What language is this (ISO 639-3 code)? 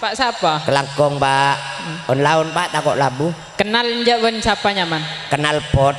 mad